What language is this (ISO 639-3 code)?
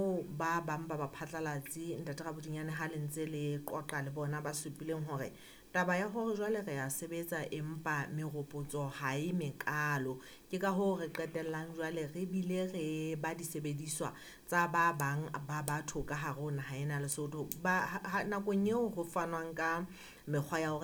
sot